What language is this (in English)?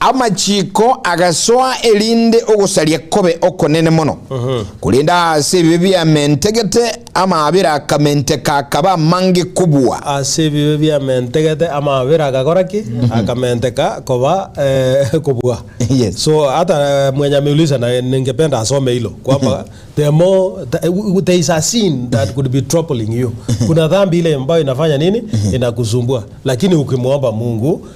Gusii